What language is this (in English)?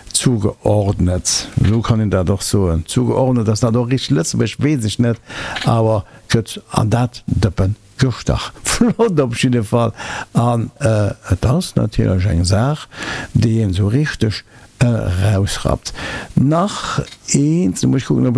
Luxembourgish